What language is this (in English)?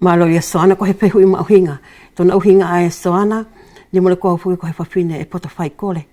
Wallisian